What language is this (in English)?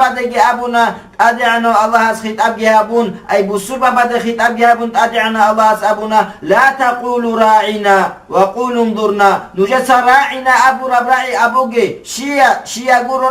Avaric